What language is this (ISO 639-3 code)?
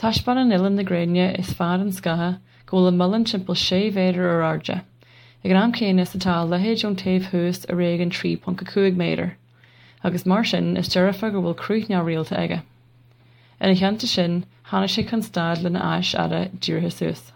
gle